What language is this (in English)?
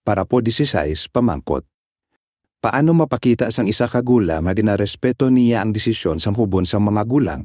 Hiligaynon